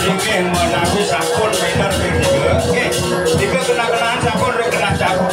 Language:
Balinese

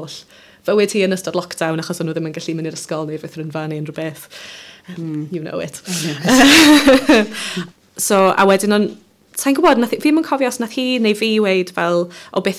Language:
Welsh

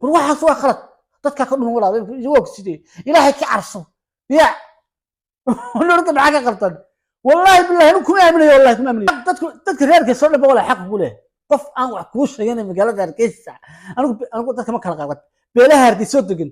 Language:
Somali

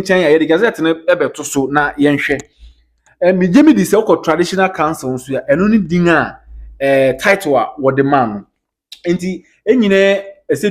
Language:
Akan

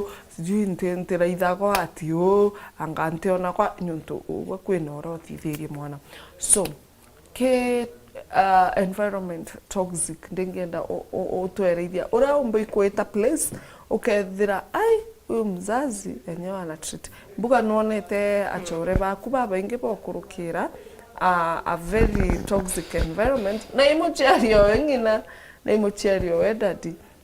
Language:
Meru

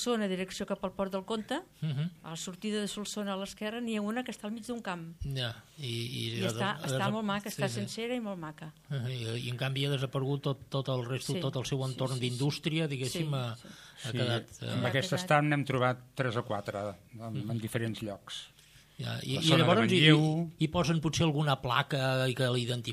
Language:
Catalan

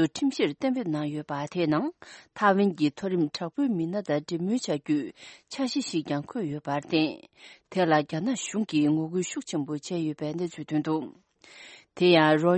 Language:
Tibetan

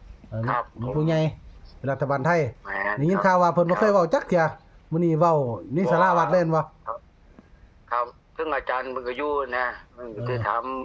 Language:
Northeastern Thai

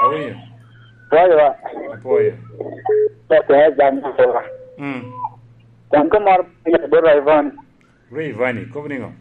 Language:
Lango (Uganda)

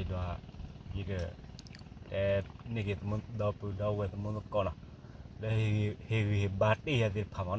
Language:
S'gaw Karen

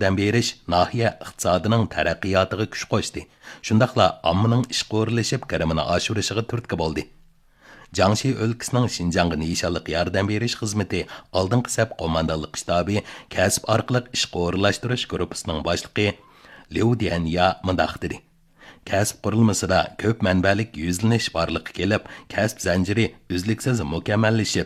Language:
Uyghur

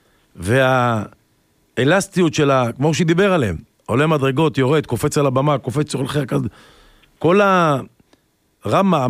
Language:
Hebrew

